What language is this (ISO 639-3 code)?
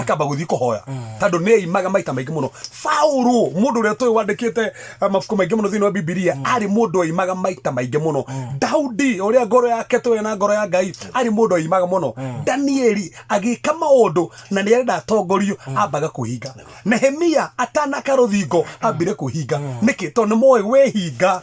kik